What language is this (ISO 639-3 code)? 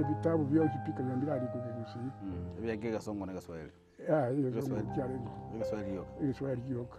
guz